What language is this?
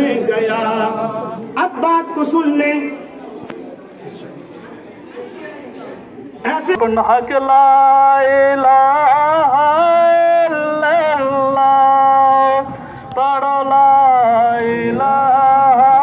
Urdu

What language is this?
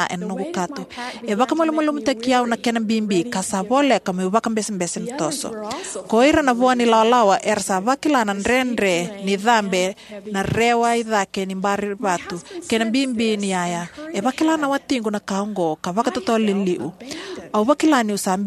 Fijian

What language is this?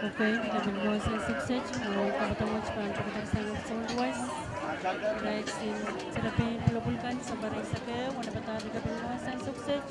Pohnpeian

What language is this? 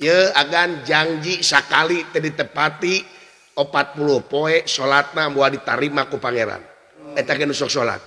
Sundanese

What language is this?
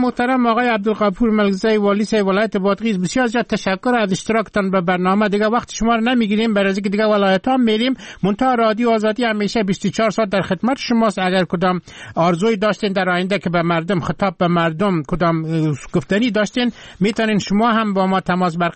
Persian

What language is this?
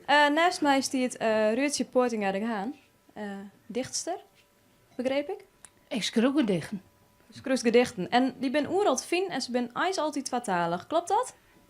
Western Frisian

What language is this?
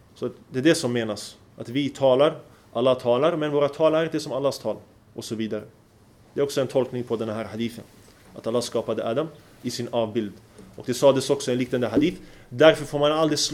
Swedish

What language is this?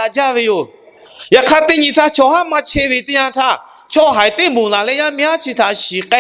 Lahu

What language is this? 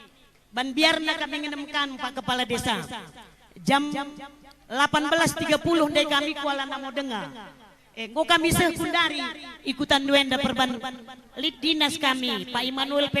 Batak Karo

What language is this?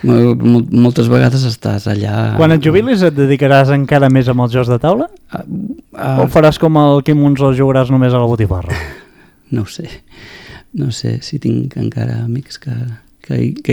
Catalan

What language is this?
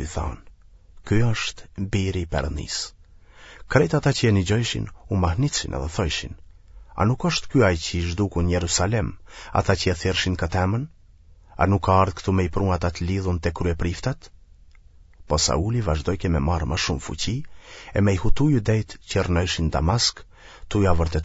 Albanian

